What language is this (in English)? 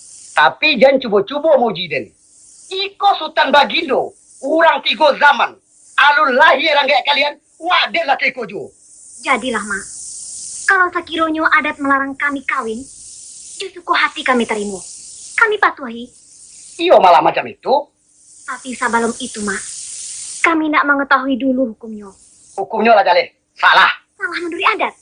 Minangkabau